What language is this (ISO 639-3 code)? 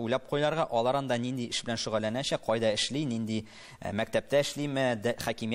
tat